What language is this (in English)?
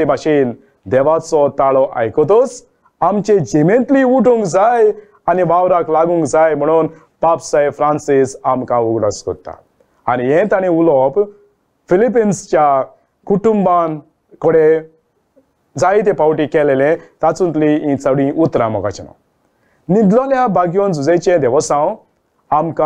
Konkani